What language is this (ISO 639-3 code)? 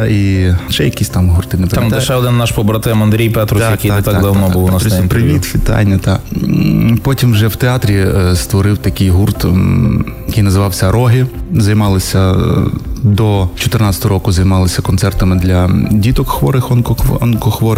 ukr